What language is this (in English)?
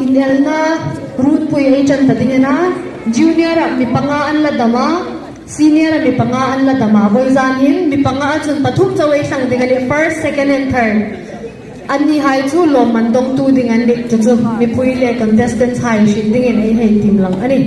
Hmar